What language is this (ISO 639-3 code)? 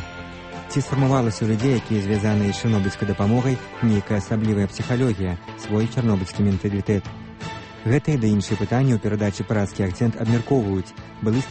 bel